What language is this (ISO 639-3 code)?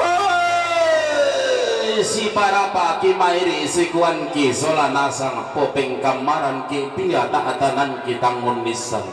sda